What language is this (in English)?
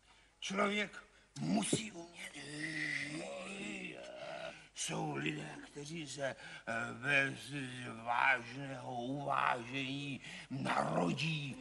Czech